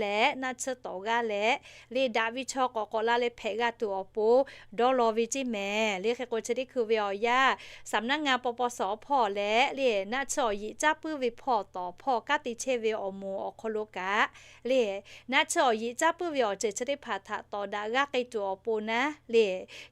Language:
Lahu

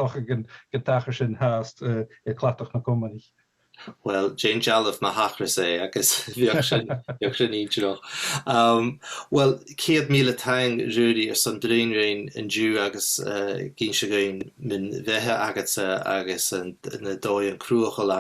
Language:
Scottish Gaelic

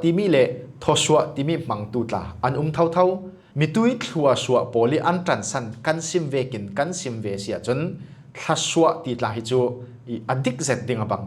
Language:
Falam Chin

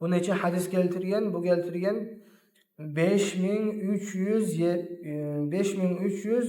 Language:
Kumyk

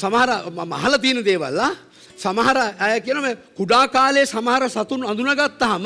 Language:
Sinhala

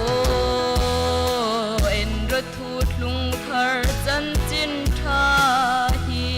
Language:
Hmar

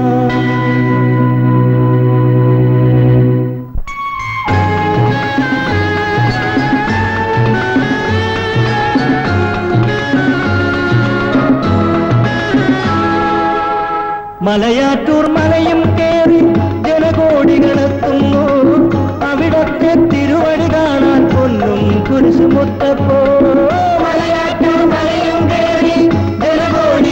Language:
Malayalam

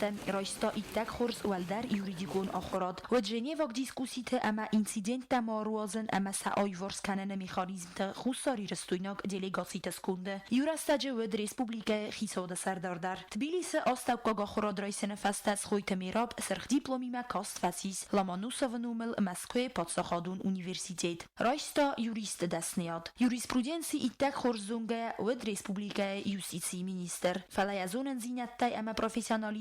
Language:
Ossetic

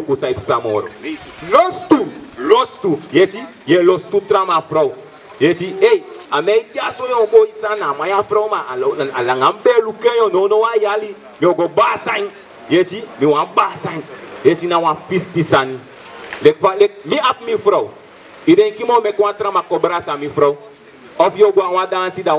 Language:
Sranan Tongo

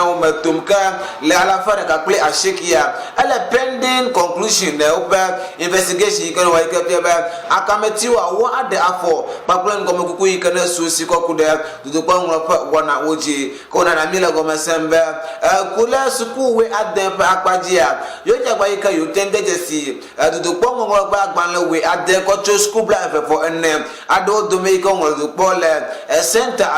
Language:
Ewe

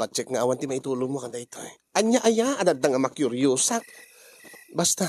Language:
Iloko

